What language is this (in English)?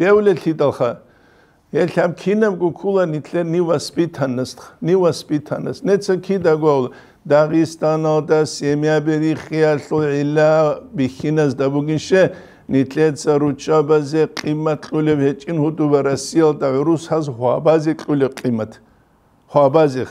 Avaric